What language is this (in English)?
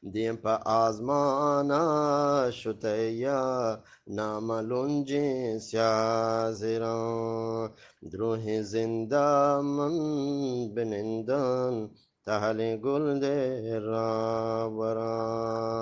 Eastern Balochi